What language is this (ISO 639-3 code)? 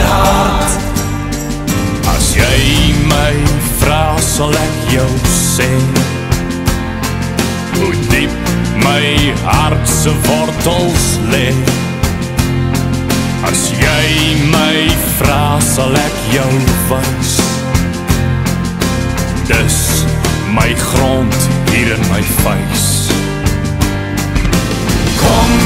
afr